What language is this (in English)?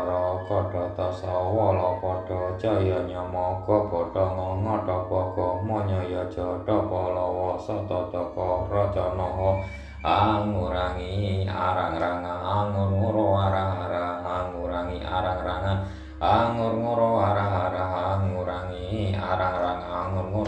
Javanese